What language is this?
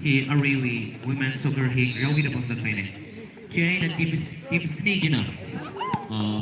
Tangkhul Naga (India)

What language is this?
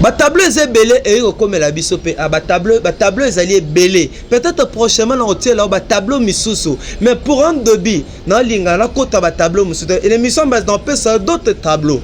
Lingala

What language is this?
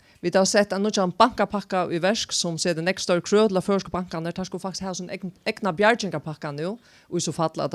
Faroese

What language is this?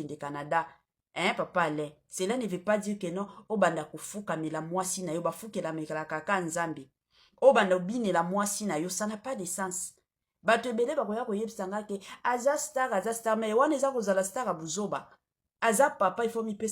Lingala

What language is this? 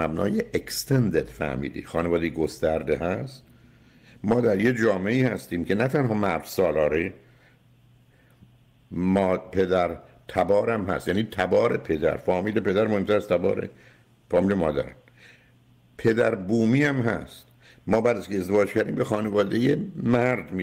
Persian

